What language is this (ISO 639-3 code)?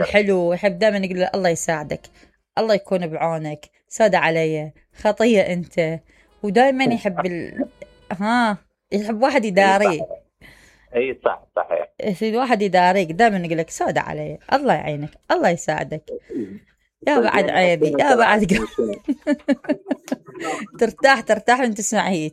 acm